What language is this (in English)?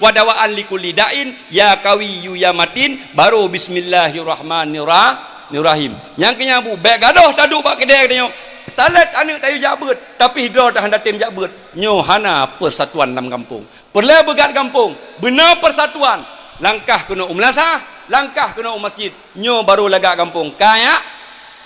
Achinese